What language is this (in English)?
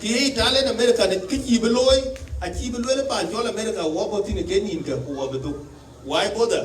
Dinka